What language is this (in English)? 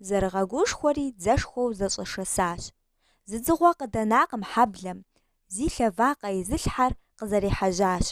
Kabardian